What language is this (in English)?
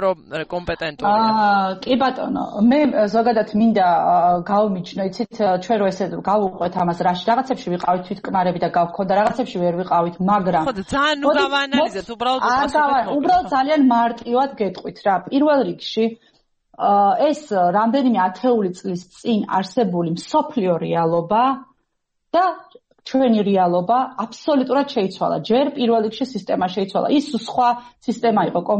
Georgian